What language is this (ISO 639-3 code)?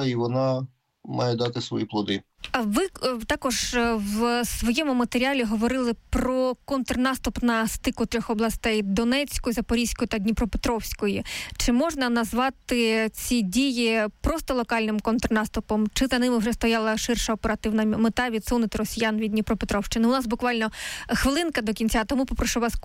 ukr